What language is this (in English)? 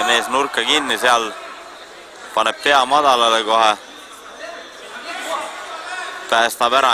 Estonian